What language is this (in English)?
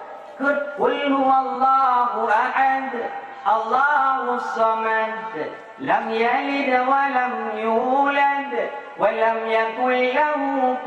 Achinese